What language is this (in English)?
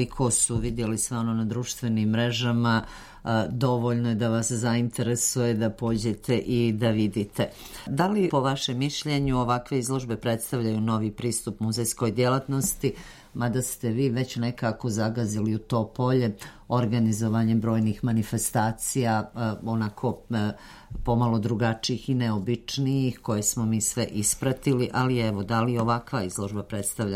Serbian